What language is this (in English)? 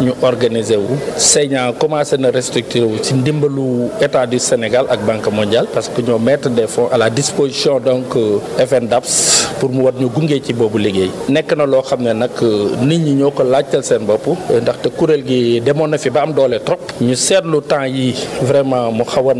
Wolof